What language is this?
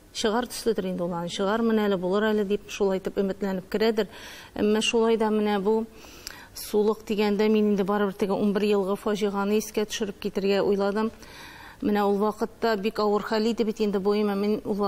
Tatar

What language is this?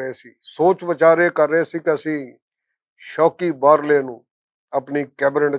Western Panjabi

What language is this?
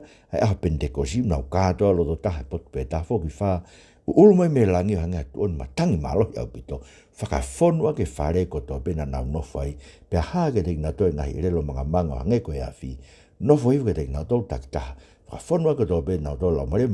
Tongan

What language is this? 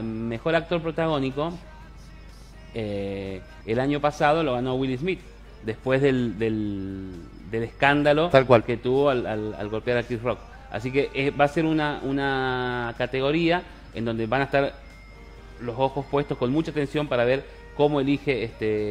Spanish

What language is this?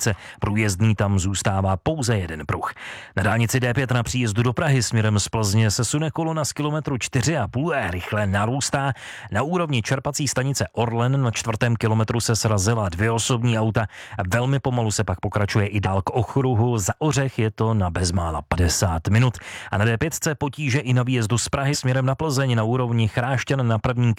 Czech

